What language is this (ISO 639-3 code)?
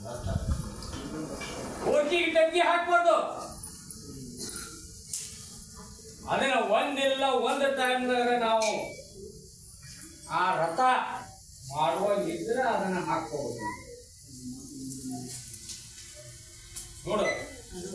kan